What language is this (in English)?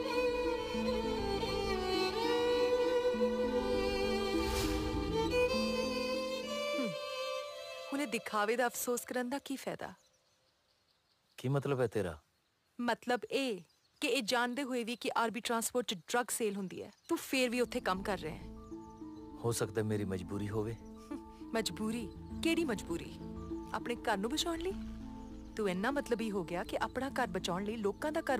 Punjabi